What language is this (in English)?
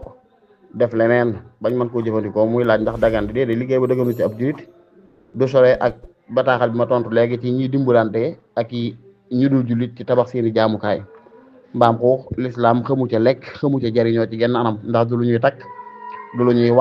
Wolof